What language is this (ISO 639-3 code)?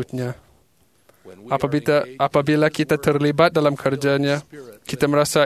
msa